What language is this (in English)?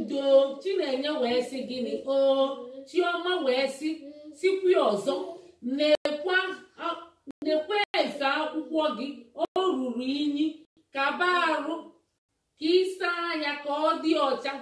Igbo